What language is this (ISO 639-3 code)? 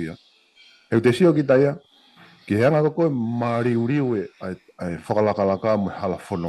ton